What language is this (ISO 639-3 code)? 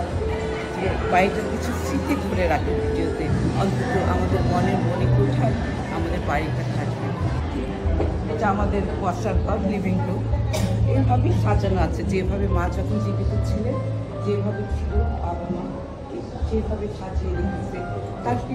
ben